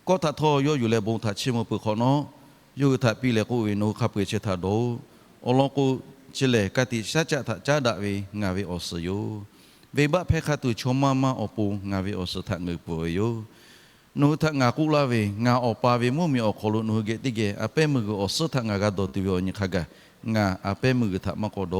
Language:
Lahu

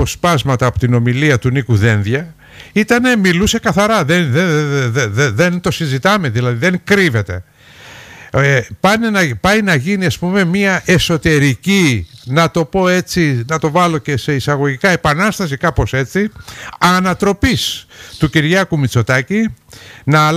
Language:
Greek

